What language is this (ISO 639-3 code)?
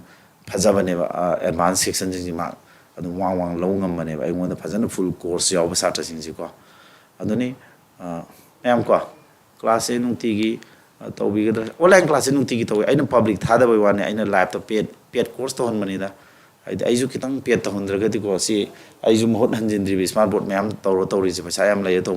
mni